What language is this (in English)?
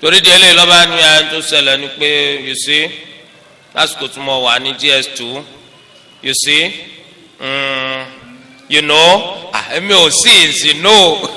Yoruba